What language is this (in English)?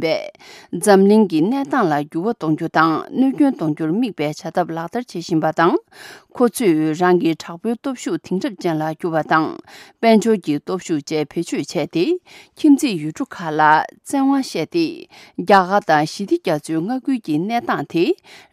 Tibetan